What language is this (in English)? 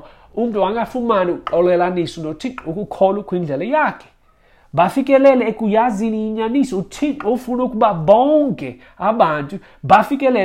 Xhosa